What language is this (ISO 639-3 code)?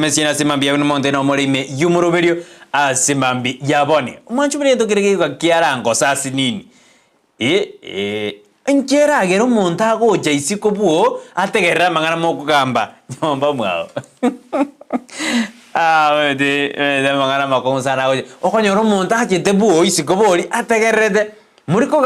guz